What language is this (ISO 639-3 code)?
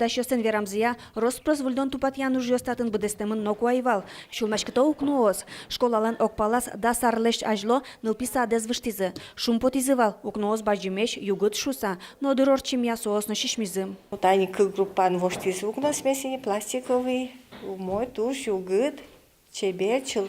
udm